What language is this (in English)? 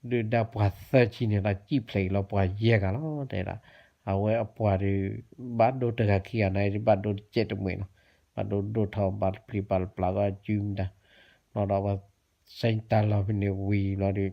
S'gaw Karen